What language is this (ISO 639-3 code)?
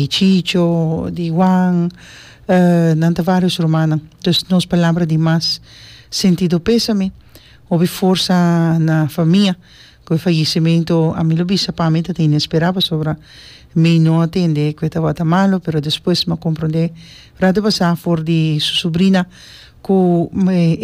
pap